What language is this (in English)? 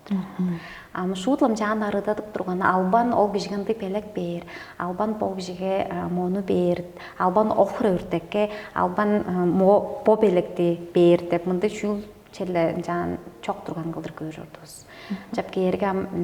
Tuvinian